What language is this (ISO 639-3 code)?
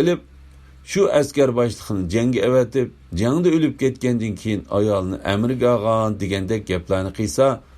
uig